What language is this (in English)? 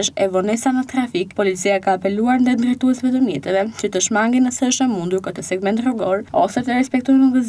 Albanian